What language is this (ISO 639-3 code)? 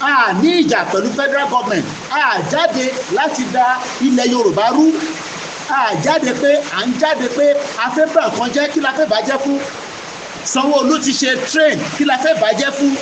yor